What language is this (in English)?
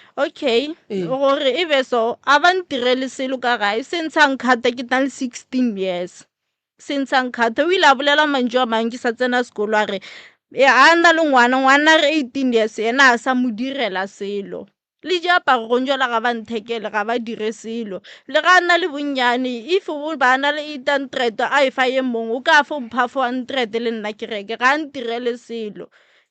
Northern Sotho